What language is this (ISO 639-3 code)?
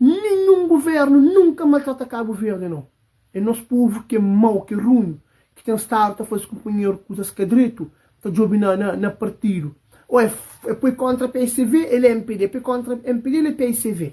kea